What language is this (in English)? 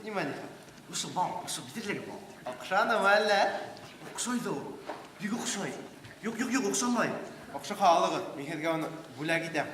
Bashkir